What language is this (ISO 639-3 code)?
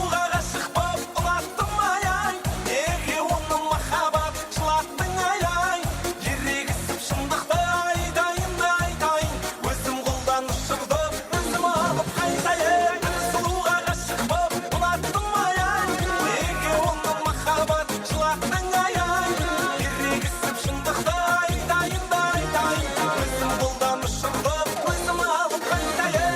kaa